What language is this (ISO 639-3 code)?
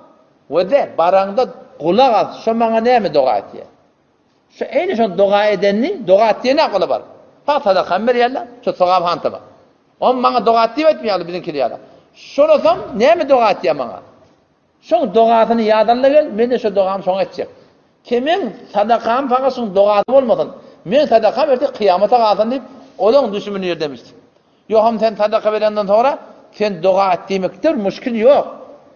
tuk